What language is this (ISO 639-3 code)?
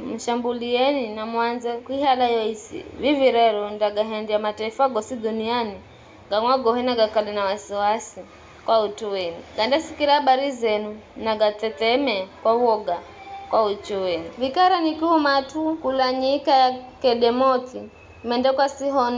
nyf